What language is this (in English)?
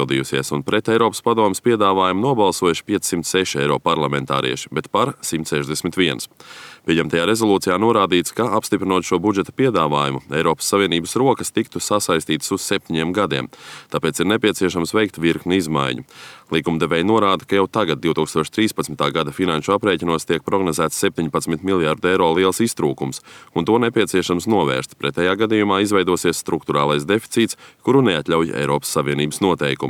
Latvian